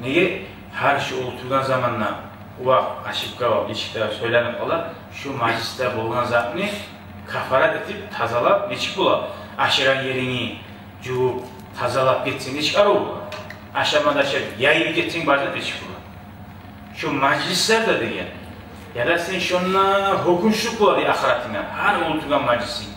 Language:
Kumyk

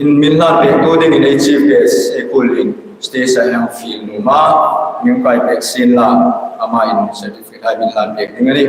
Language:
Hmar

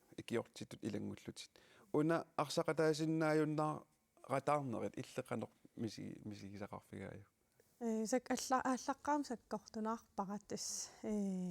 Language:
Kalaallisut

